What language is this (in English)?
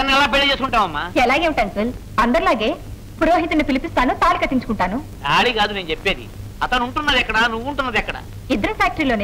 Telugu